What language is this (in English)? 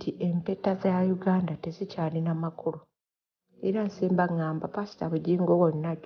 Ganda